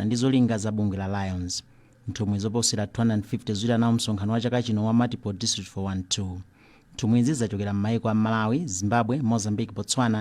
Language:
Nyanja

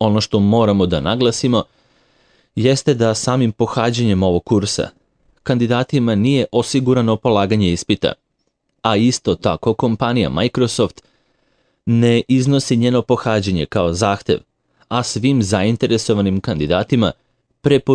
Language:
Serbian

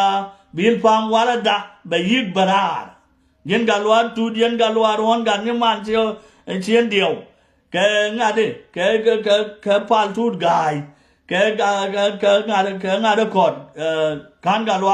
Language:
Nuer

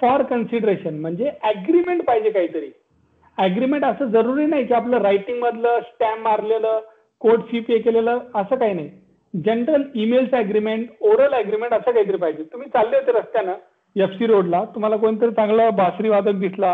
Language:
Marathi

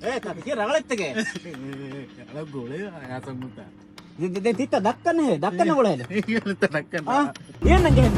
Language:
Divehi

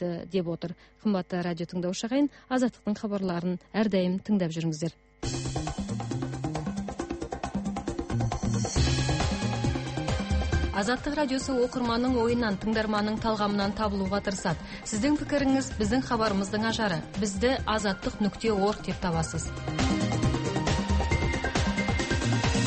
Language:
Kazakh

